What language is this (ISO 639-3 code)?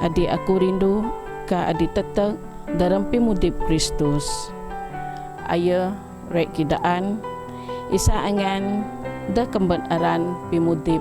bth